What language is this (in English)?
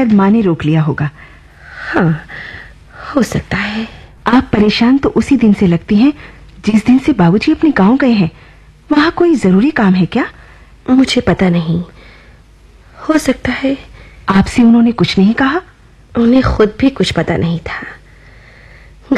Hindi